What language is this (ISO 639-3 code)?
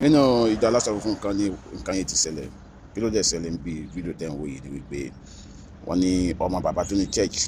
yor